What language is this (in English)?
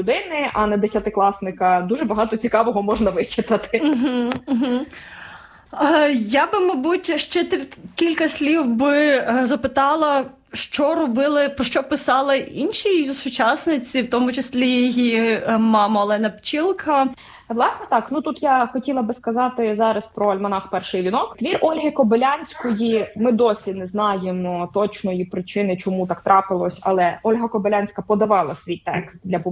Ukrainian